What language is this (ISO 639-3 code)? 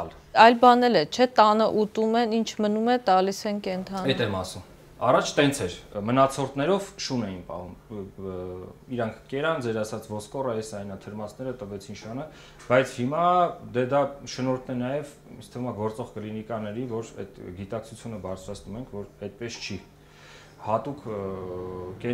hye